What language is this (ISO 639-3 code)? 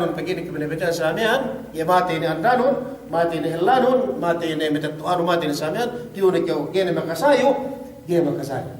yka